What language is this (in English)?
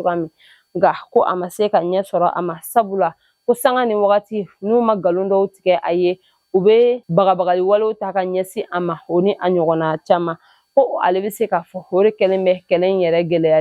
Bambara